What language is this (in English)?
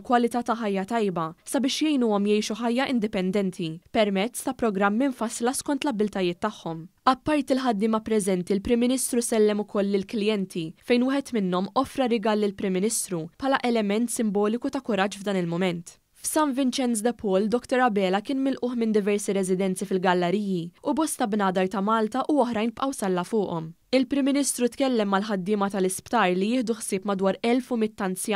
Maltese